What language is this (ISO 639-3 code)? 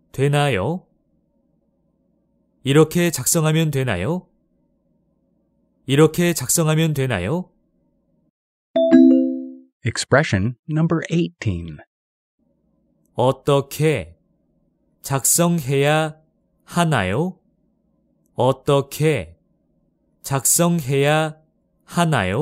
kor